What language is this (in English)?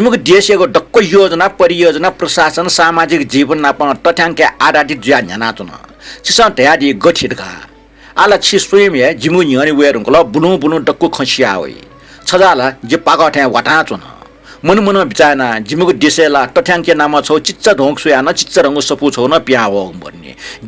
Newari